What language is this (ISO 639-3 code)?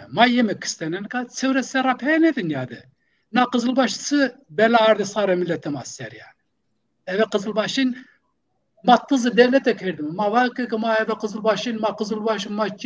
zza